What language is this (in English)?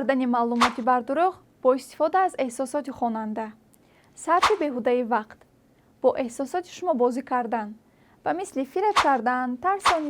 Tajik